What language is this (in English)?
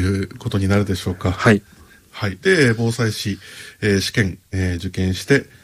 Japanese